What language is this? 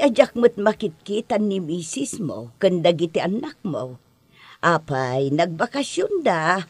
Iloko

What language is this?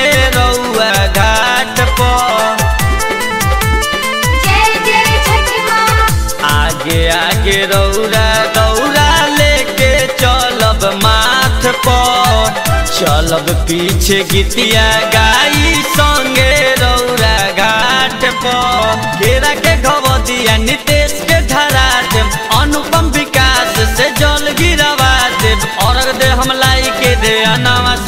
Bhojpuri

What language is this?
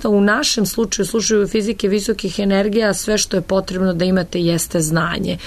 Serbian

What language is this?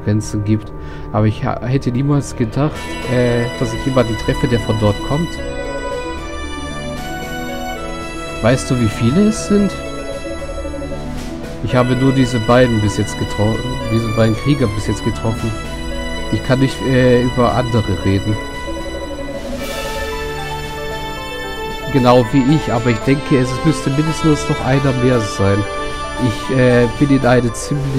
German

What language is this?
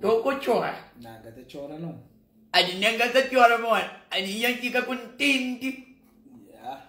Kabuverdianu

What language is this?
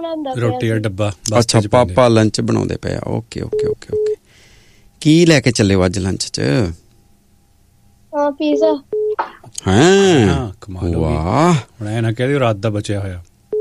Punjabi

